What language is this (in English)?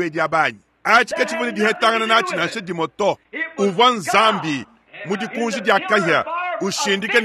Luba-Lulua